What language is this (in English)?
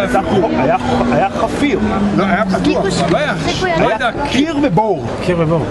Hebrew